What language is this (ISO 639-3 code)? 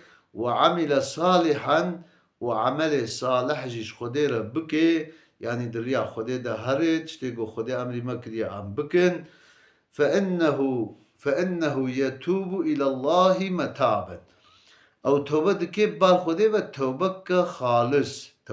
kur